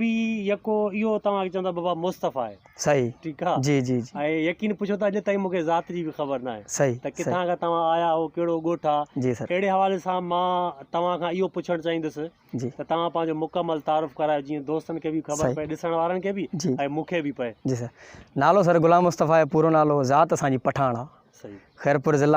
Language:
Sindhi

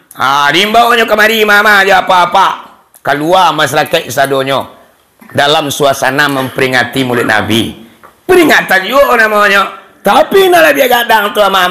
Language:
Minangkabau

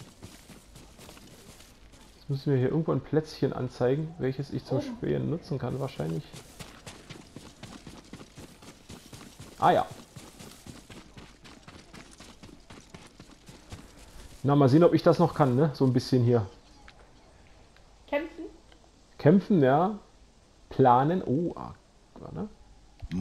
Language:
German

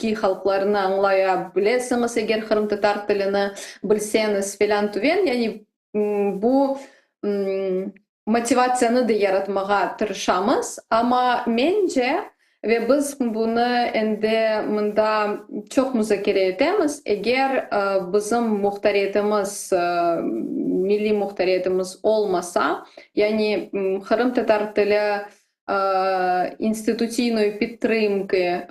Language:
Crimean Tatar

